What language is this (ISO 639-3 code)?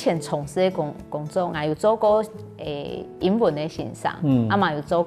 hak